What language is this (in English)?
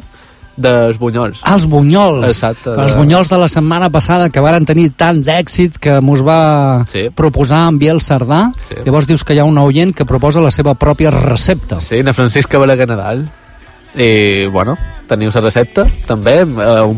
Catalan